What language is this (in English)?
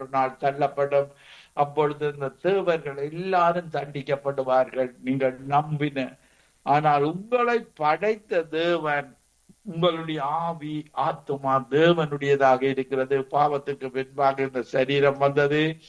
Tamil